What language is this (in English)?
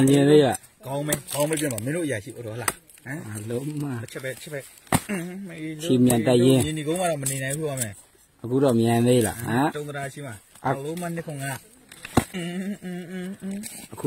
Burmese